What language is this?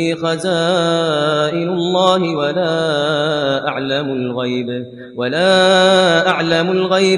Kashmiri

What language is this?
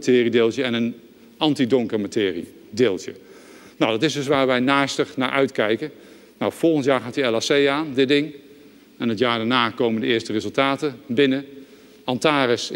Dutch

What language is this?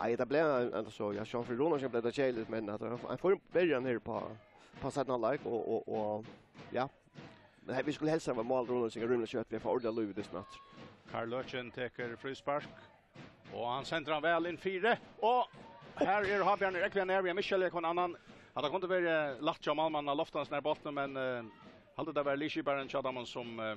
Faroese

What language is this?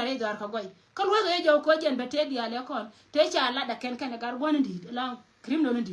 Nuer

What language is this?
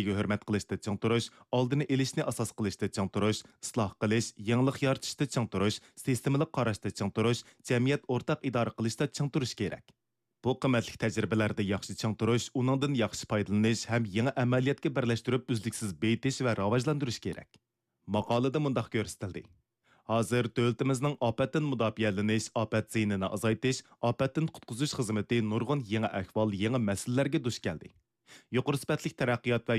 Uyghur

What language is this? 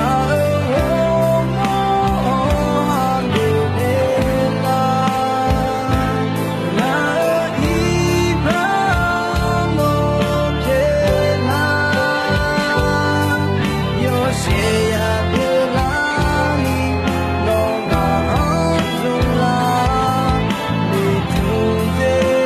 Akha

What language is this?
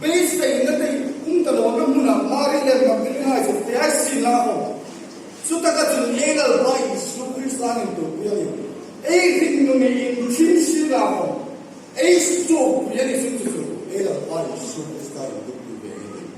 Hmar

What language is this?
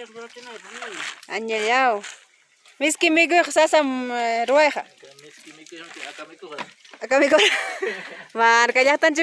Ayacucho Quechua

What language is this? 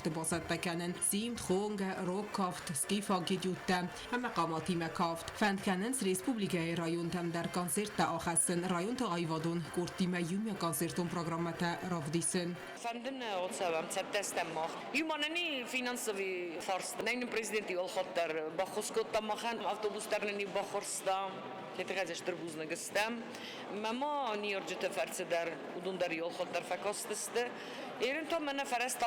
Ossetic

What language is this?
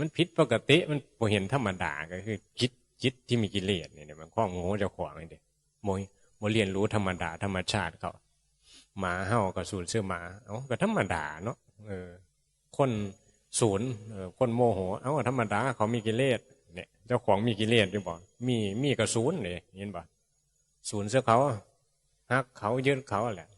Northeastern Thai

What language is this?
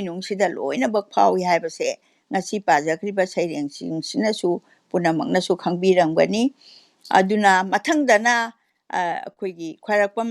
Manipuri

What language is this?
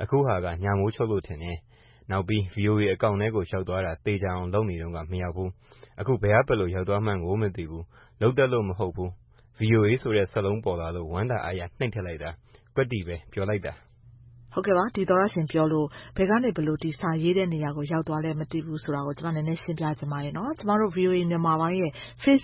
Burmese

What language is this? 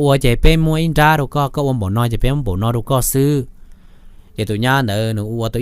Hmong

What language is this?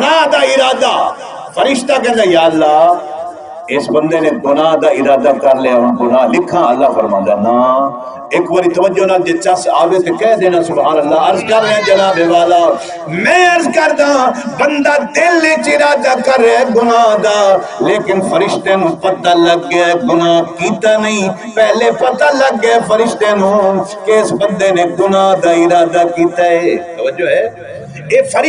Saraiki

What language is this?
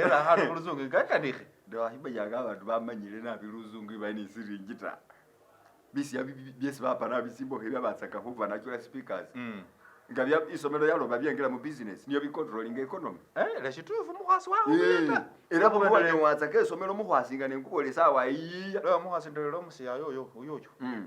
Masaaba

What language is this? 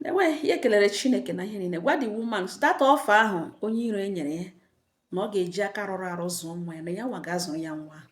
Igbo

